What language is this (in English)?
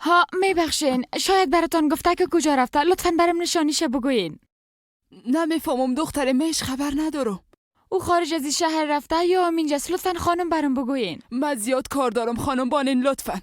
Persian